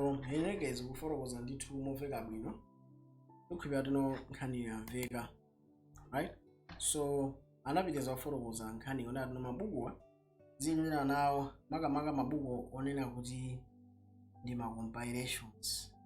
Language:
Nyanja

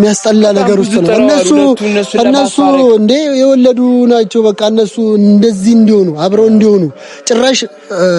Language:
Amharic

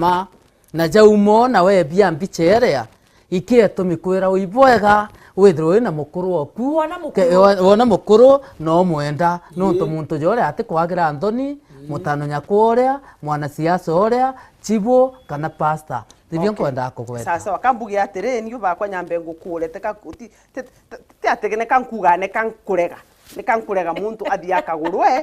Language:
Meru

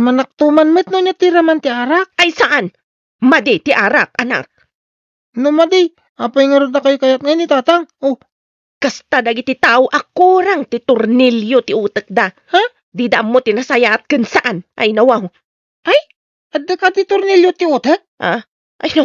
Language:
Iloko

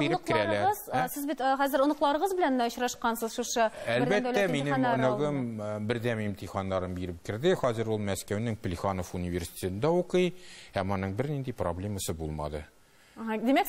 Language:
Tatar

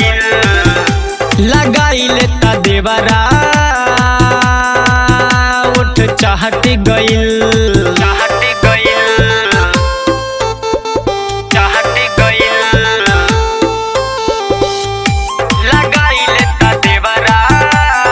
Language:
Bhojpuri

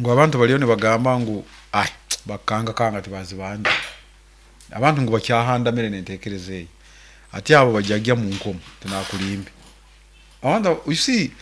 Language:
Nyankole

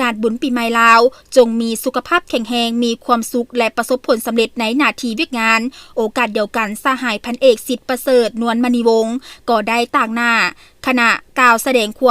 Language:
Lao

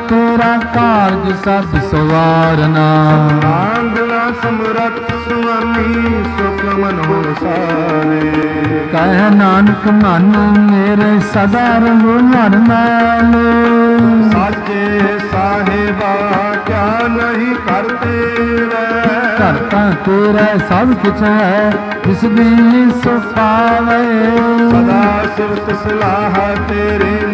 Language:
Punjabi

